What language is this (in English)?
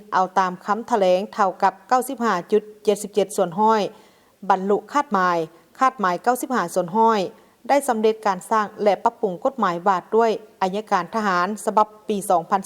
Lao